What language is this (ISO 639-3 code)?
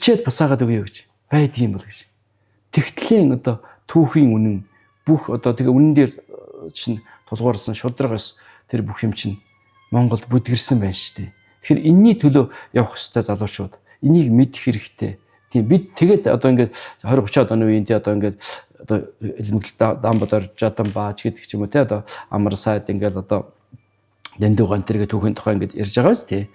mon